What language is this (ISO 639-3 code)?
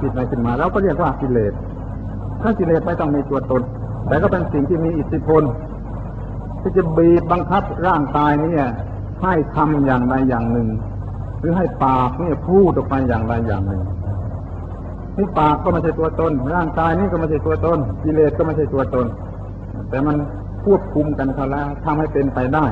tha